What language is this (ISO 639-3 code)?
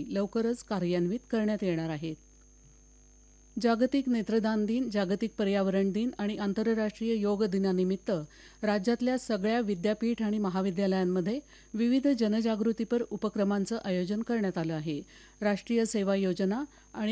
mar